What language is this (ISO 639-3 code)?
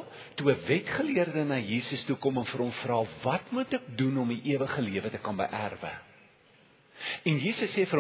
afr